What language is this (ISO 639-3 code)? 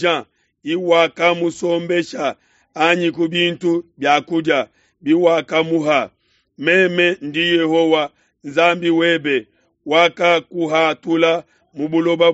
lua